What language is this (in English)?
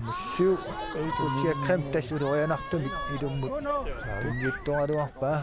Kalaallisut